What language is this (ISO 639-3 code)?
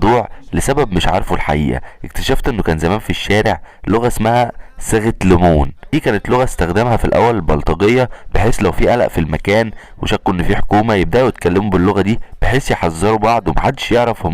arz